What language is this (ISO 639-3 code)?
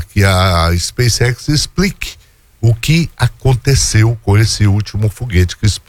por